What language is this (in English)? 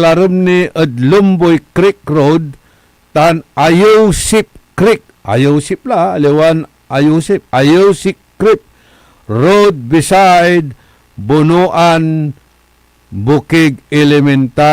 Pangasinan